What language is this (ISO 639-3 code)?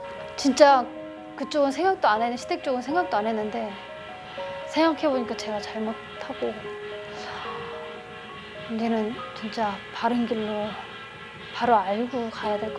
kor